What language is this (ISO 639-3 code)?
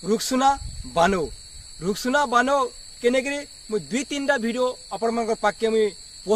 spv